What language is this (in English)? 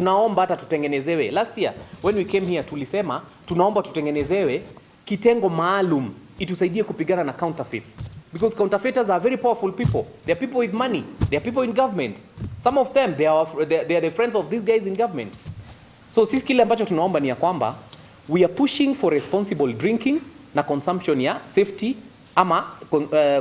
Meru